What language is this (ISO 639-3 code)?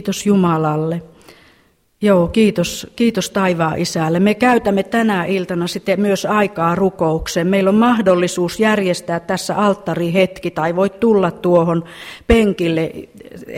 fin